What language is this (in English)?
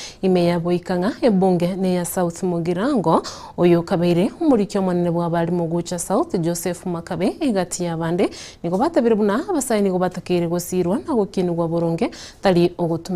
Gusii